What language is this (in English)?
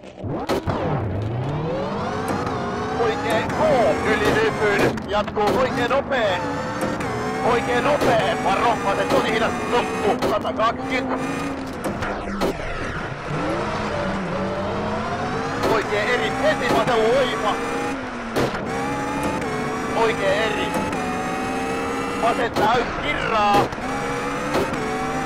Finnish